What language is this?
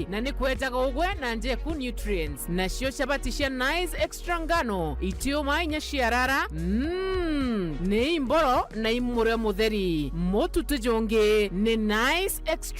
Meru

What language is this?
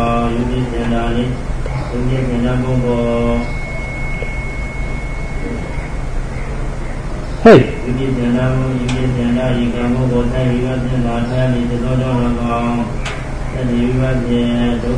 Burmese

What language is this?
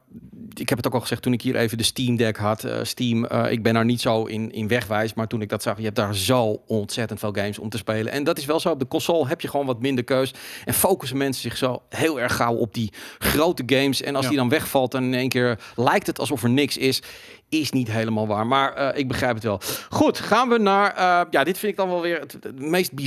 Dutch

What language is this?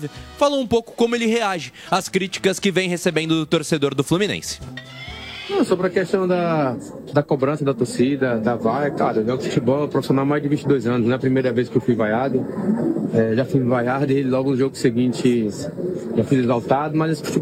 Portuguese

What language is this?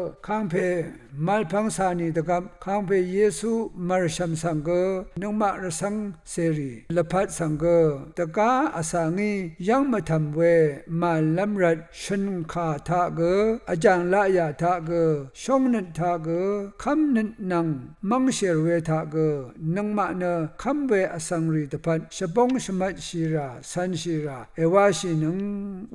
Rawang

